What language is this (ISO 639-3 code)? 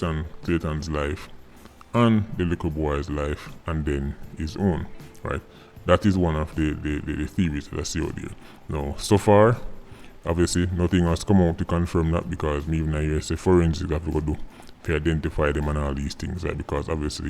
jam